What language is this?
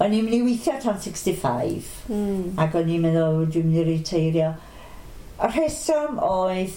Welsh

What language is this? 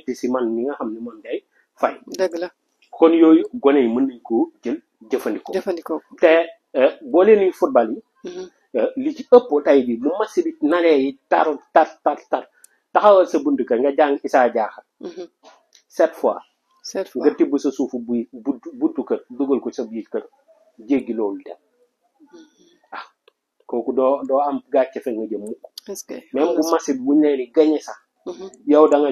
Wolof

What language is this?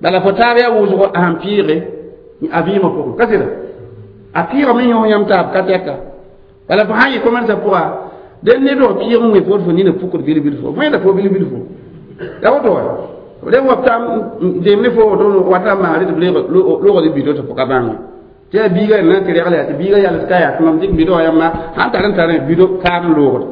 Mossi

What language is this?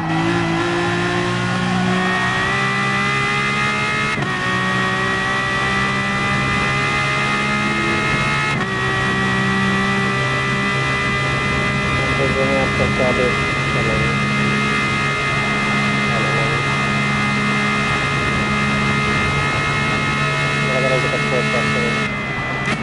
Hungarian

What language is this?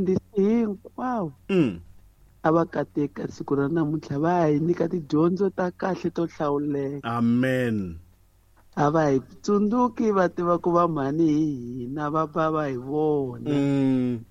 Tsonga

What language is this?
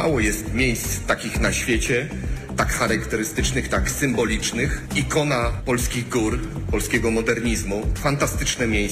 Polish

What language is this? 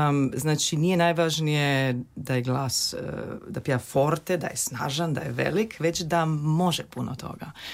Croatian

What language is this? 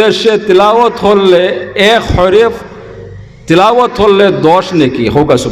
Sylheti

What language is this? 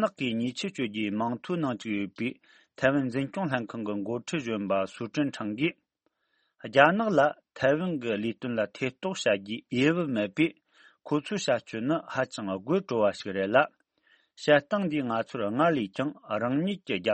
Tibetan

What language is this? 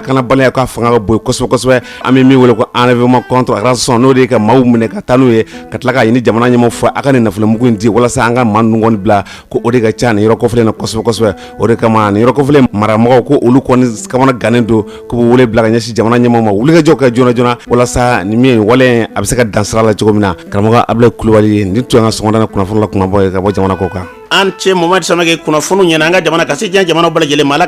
Bambara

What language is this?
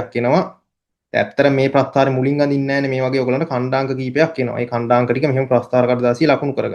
Sinhala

